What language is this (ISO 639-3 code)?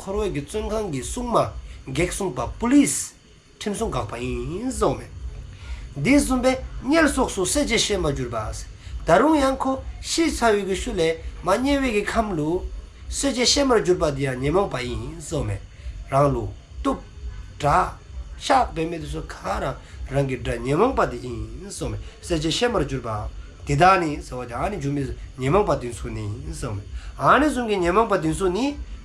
dzo